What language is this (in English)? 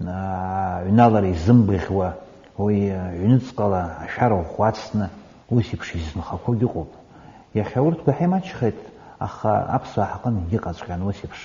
Abkhazian